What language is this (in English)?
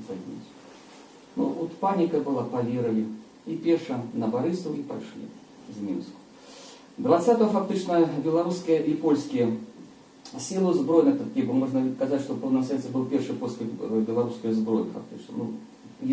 Belarusian